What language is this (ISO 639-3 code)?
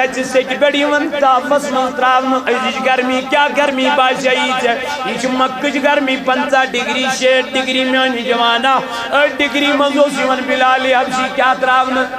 kas